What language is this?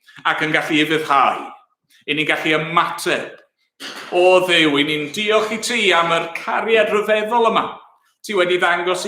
Welsh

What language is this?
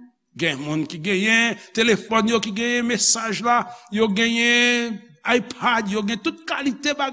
Haitian Creole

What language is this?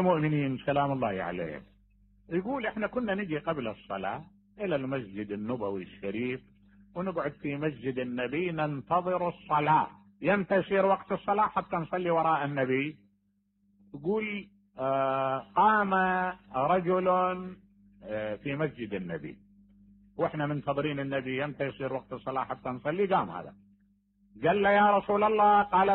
Mesopotamian Arabic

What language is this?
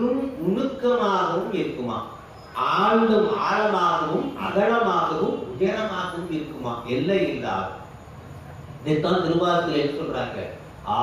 Tamil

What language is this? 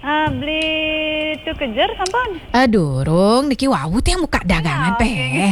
Balinese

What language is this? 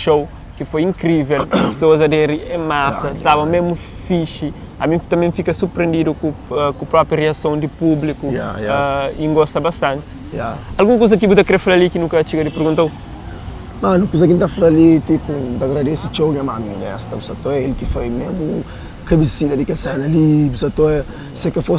Kabuverdianu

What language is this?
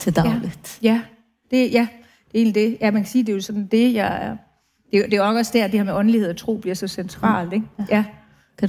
Danish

